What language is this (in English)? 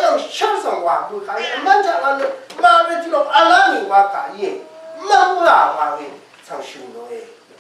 Rawang